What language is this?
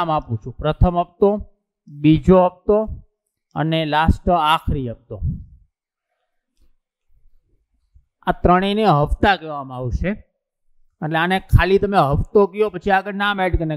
Gujarati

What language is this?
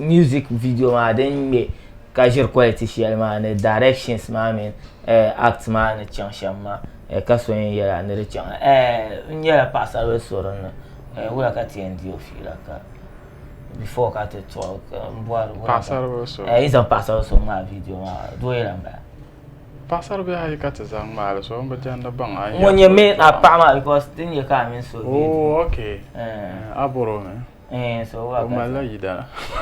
Dagbani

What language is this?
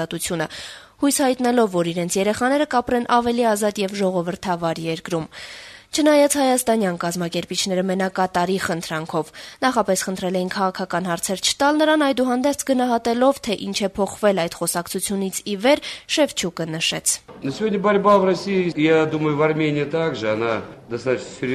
Armenian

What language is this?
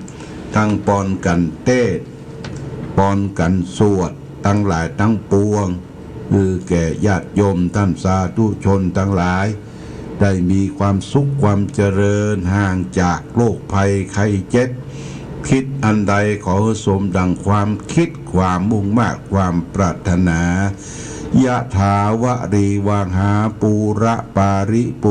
Pali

